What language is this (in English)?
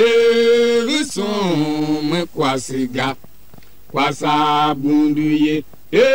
Tiv